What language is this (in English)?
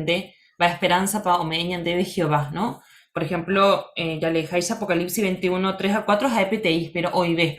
Guarani